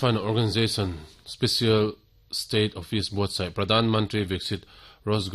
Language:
Mizo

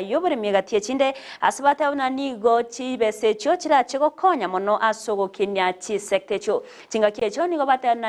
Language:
Gusii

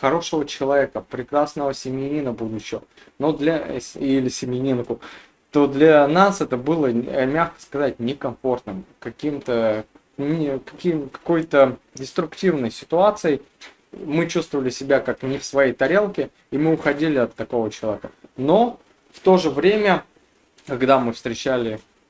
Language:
Russian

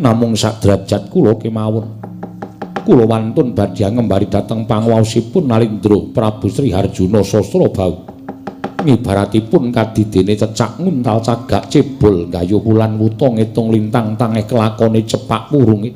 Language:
Javanese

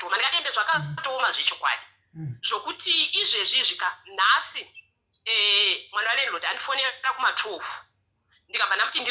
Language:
Shona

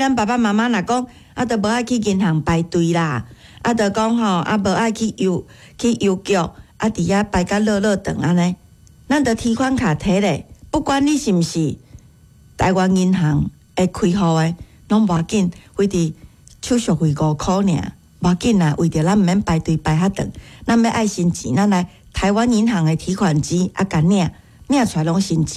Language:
Min Nan Chinese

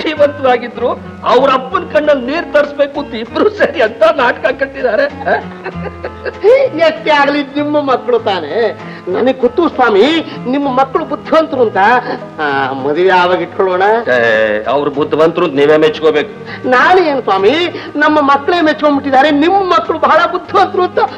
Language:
Kannada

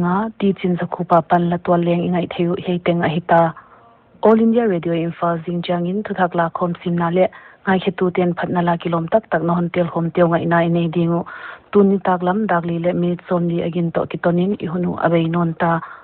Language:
Paite Chin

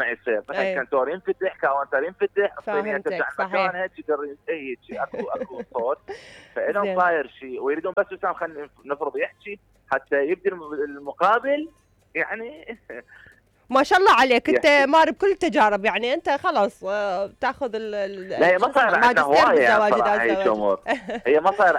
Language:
Mesopotamian Arabic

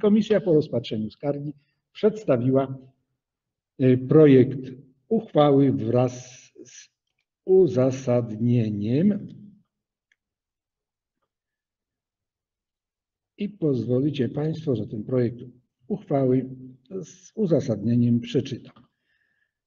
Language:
Polish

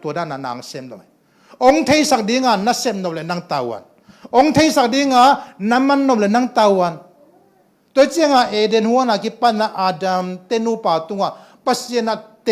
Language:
Tedim Chin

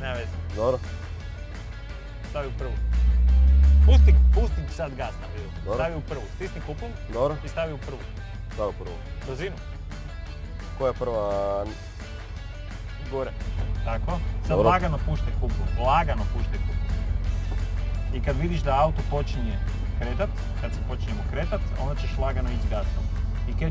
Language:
Croatian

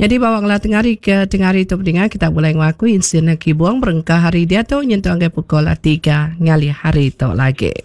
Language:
Iban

